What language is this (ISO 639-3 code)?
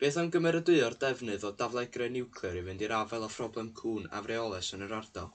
cym